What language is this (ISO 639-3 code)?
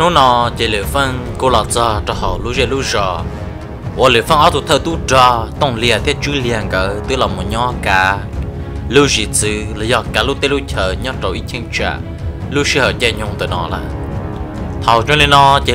vie